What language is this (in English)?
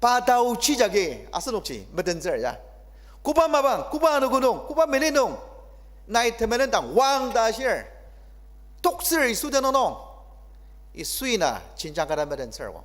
Ao Naga